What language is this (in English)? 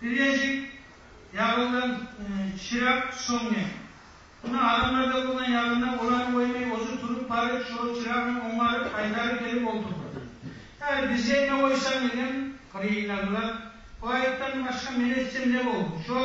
Kumyk